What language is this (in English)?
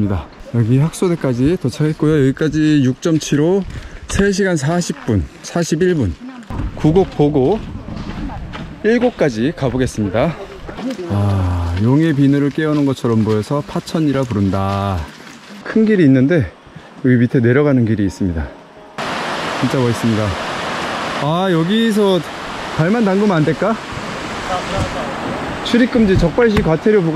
Korean